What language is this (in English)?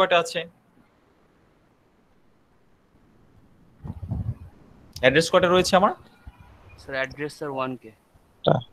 Bangla